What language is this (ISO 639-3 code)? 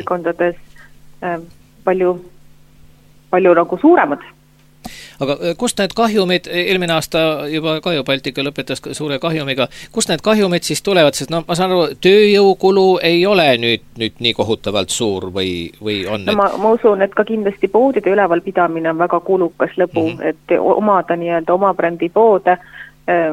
est